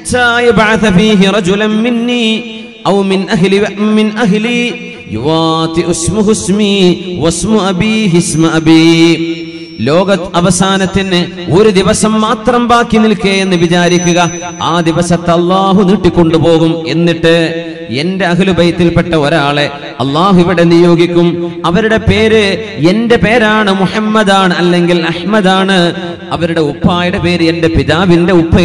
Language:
Malayalam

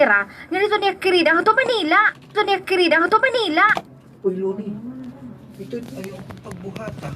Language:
Waray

